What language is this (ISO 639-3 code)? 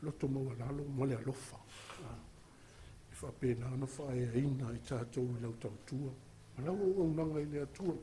smo